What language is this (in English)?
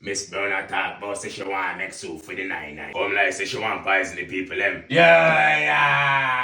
Jamaican Creole English